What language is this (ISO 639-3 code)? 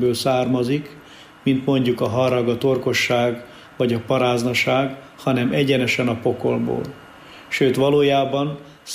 hun